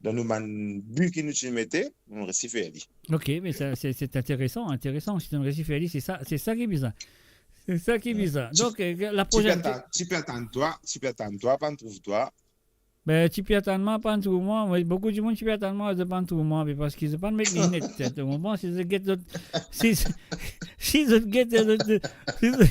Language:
Morisyen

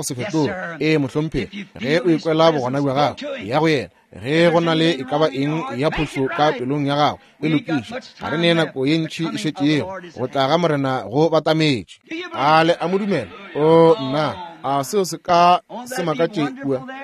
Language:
Northern Sotho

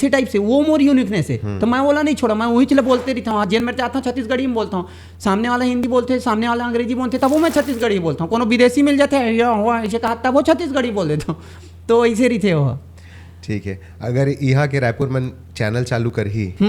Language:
Chhattisgarhi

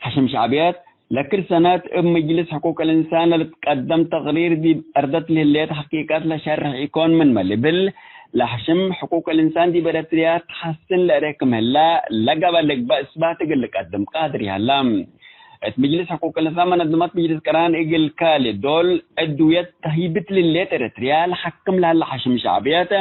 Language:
Tigre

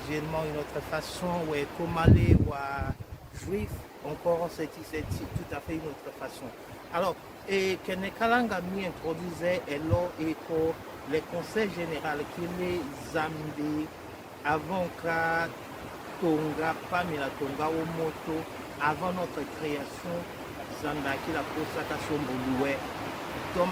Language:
Tetela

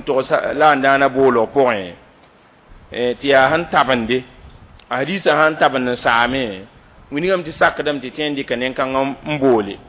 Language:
Mossi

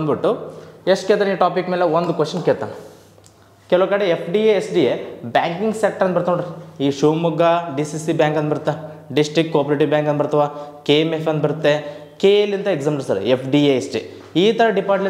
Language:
Kannada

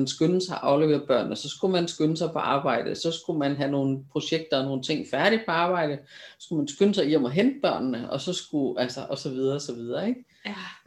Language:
Danish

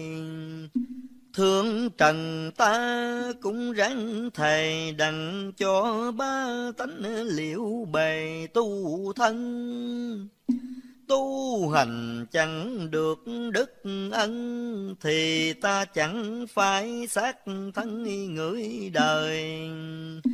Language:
Vietnamese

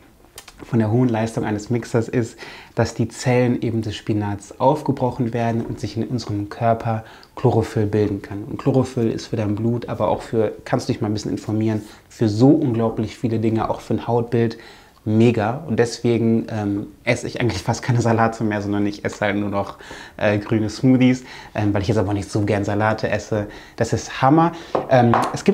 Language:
German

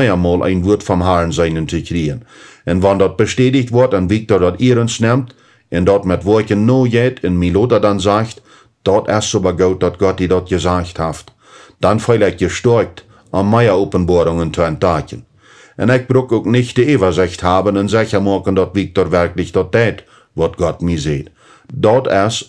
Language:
Plautdietsch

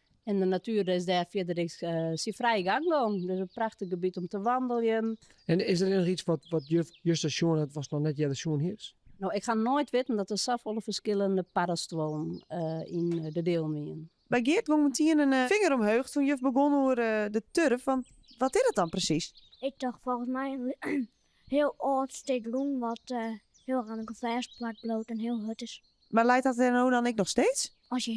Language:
Western Frisian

